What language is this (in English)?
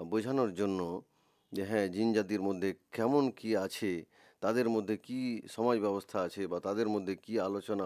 Bangla